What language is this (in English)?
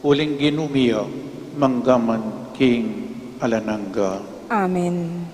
Pampanga